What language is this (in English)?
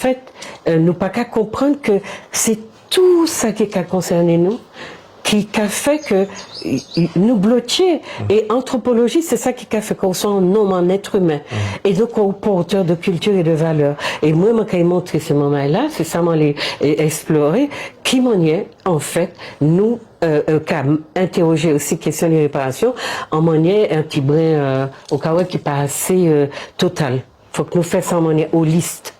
Guadeloupean Creole French